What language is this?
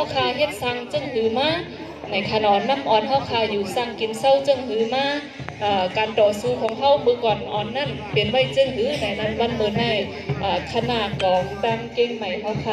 Shan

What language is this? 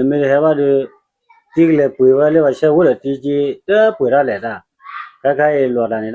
S'gaw Karen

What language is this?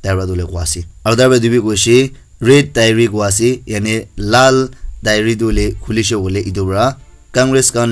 Naga Pidgin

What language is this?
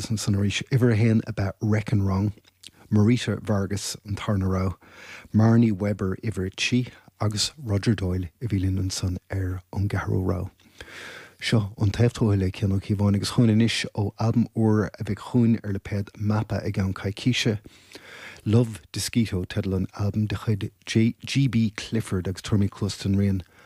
Irish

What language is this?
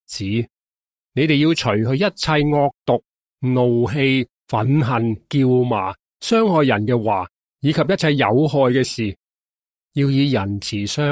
Cantonese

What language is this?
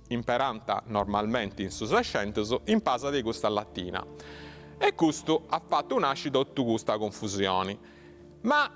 Sardinian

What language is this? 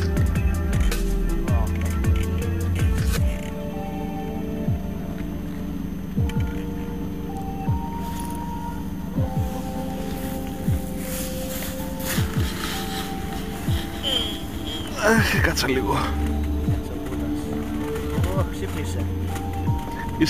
Greek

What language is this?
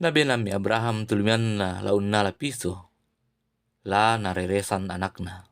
Toraja-Sa'dan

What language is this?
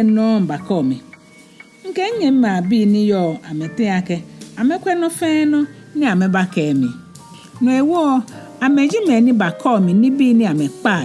Ga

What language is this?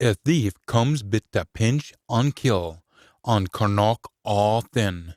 Scots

